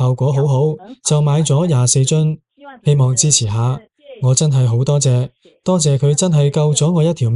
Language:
Cantonese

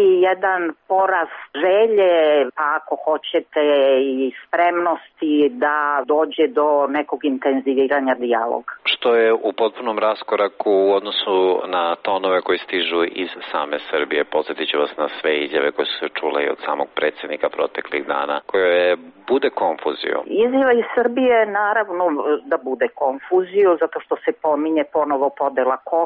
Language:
Serbian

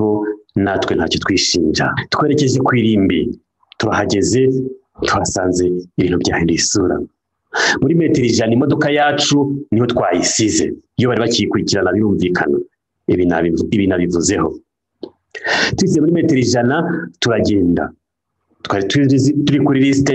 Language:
Kinyarwanda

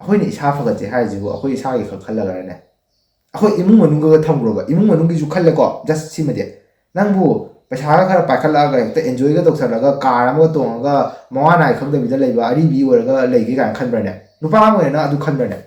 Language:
Manipuri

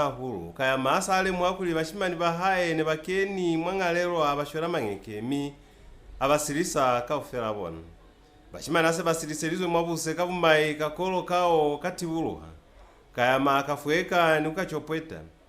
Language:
Lozi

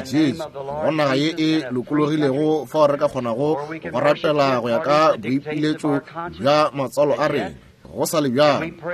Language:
Northern Sotho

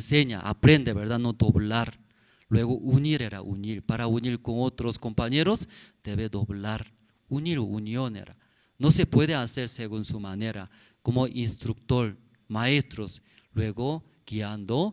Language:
Aymara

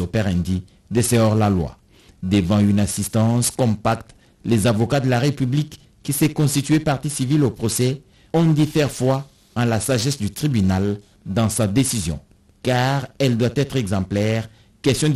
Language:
French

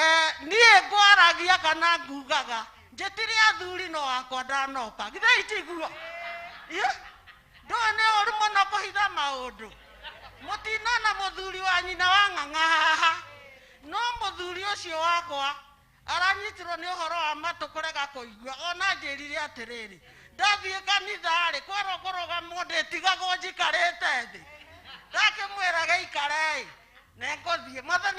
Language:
Kikuyu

